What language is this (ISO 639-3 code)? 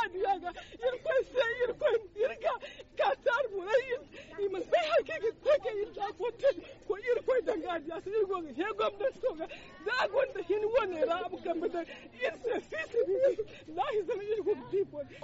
dje